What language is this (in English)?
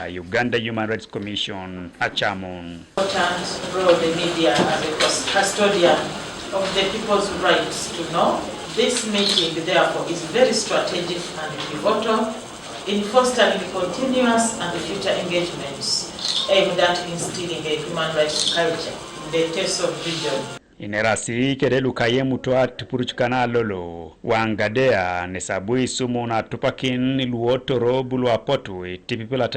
Teso